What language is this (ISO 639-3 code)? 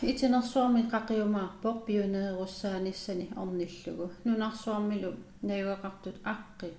kal